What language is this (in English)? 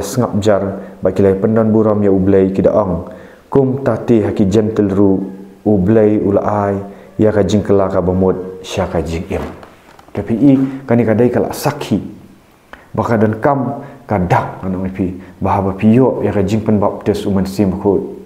Khasi